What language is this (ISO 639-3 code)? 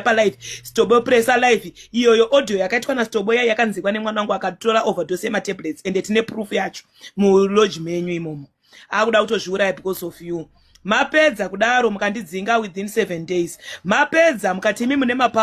sna